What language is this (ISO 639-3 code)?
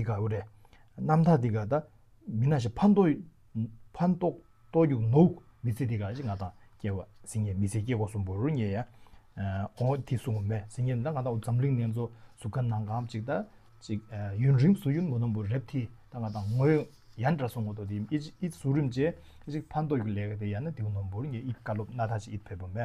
bod